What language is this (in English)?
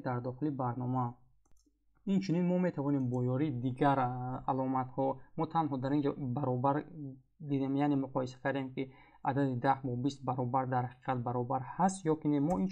Tajik